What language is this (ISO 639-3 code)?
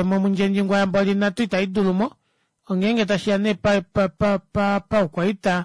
kua